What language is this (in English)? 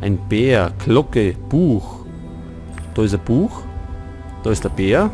Bavarian